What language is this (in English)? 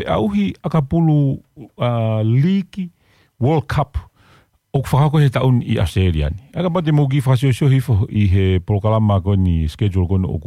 Tongan